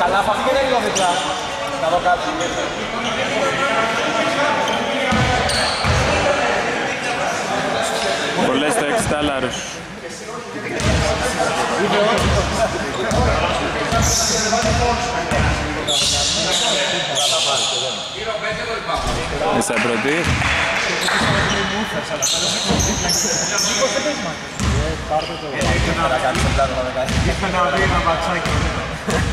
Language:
Greek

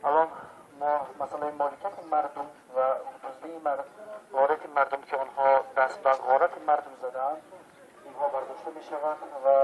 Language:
Tajik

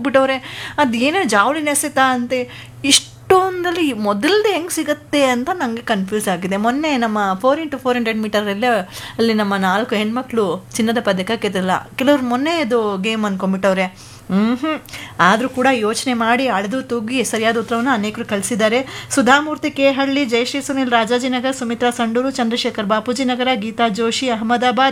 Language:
Kannada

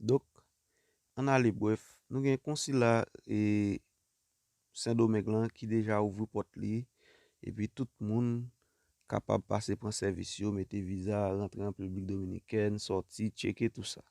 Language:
Haitian Creole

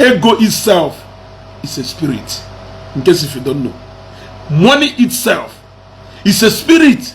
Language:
Igbo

